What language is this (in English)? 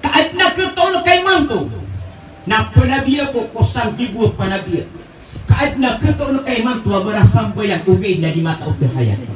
Maranao